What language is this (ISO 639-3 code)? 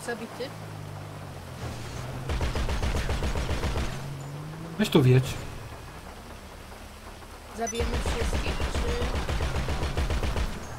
pol